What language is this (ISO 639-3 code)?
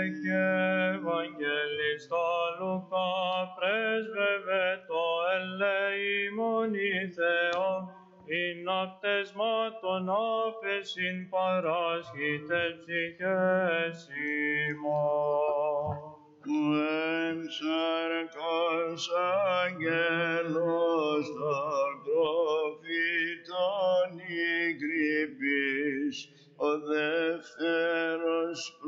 ell